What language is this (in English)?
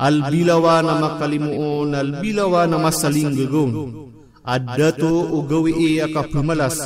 Maranao